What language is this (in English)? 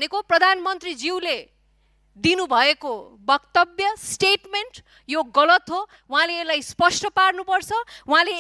Nepali